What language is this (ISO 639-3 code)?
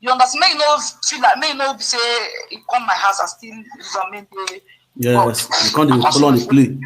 pcm